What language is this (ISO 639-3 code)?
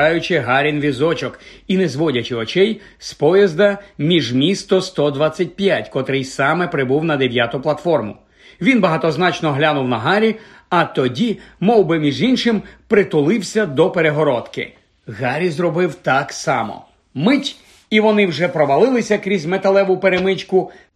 ukr